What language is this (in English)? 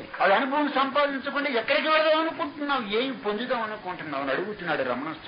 Telugu